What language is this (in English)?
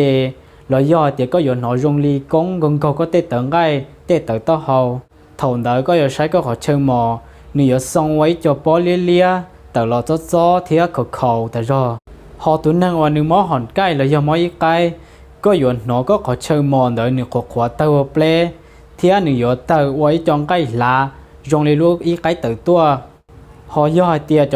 Hmong